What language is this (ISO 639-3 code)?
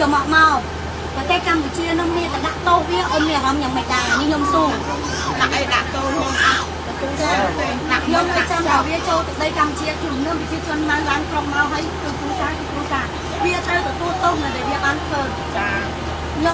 khm